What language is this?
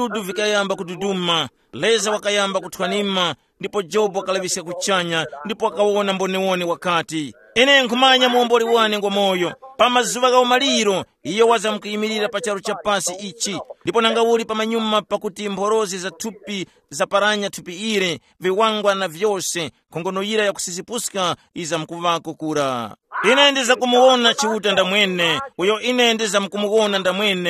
Tumbuka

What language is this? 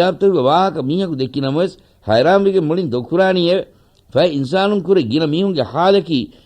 Divehi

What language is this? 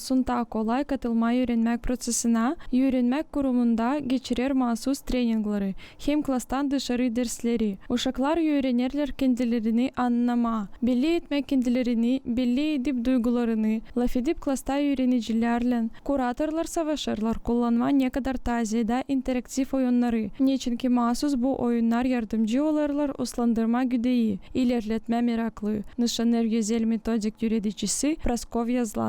Gagauz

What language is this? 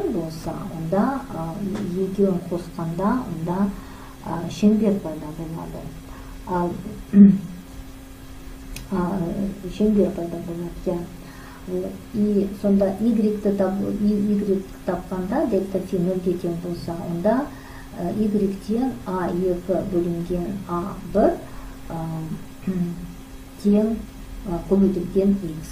Kazakh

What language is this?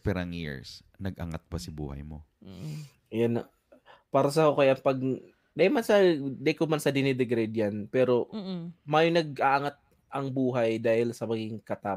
Bikol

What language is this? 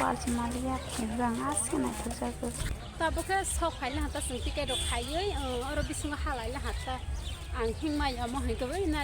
Kok Borok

